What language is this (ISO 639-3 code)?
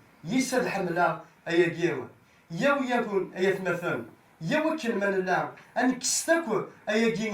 kab